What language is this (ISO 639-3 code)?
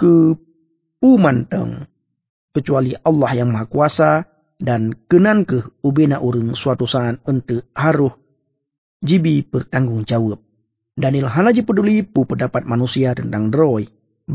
ace